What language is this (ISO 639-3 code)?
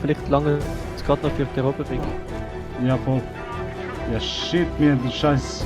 gsw